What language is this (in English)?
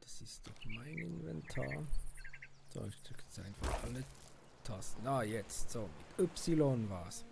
Swiss German